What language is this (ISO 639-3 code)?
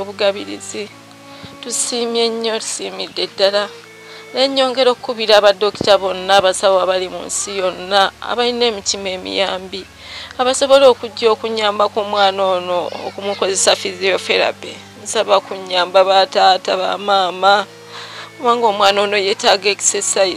lug